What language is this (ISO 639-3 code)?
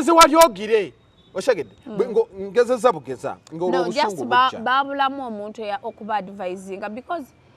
lug